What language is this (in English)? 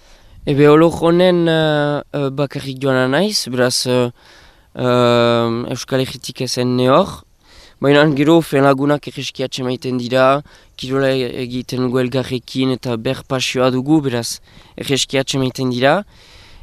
Basque